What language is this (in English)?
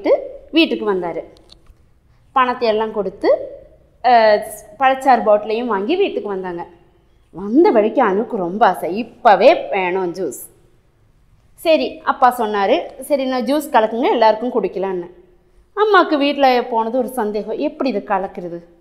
Tamil